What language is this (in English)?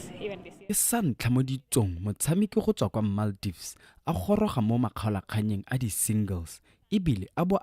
Tswana